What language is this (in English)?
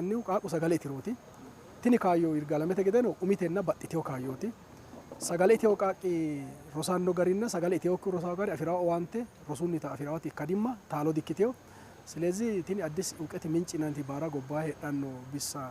Sidamo